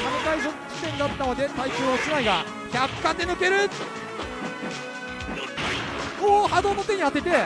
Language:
Japanese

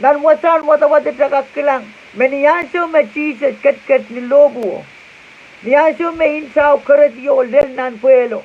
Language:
Pohnpeian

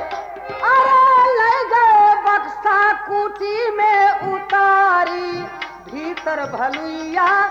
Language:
Bhojpuri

